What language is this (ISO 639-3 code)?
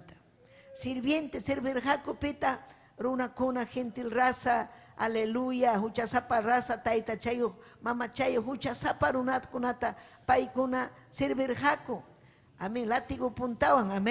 quy